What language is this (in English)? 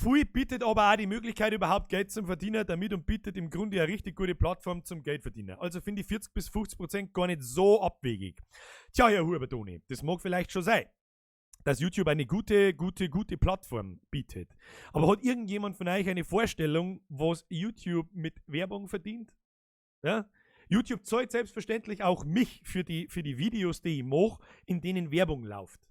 Bavarian